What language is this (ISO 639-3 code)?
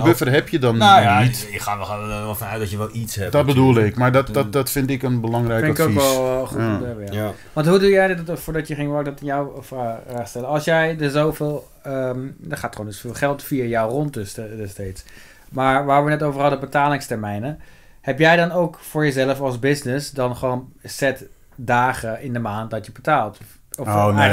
nld